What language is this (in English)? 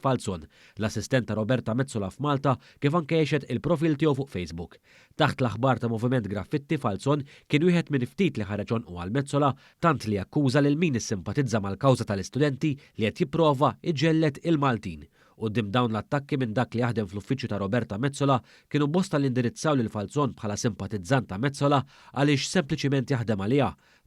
Maltese